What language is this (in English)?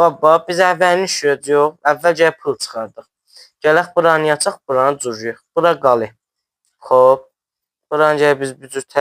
South Azerbaijani